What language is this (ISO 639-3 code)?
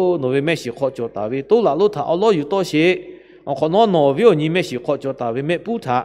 lhu